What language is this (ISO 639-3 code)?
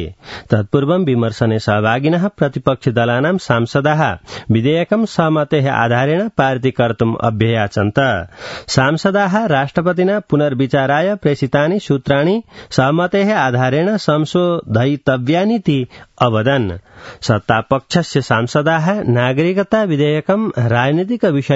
san